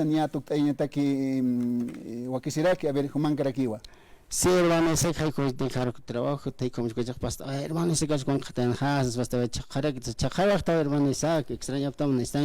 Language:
Aymara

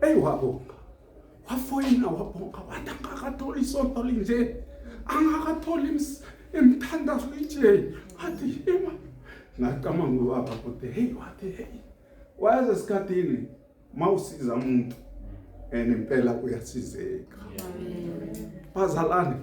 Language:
Zulu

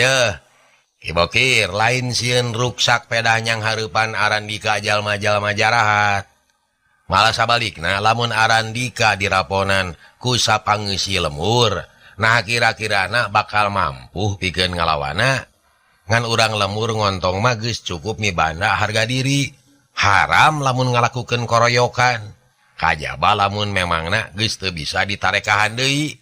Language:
Sundanese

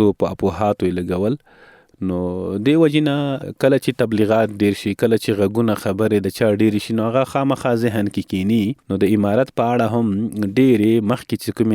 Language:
Pashto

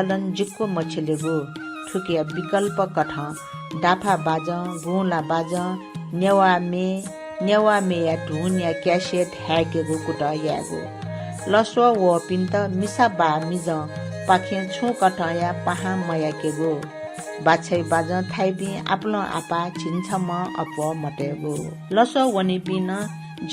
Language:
Newari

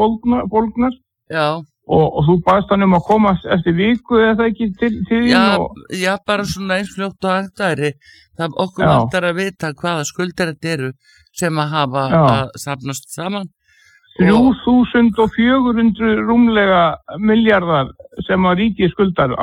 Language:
Icelandic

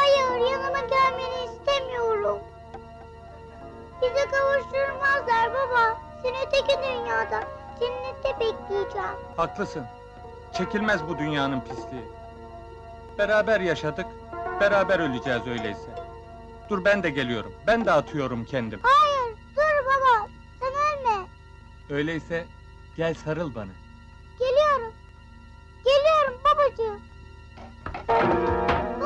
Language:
Turkish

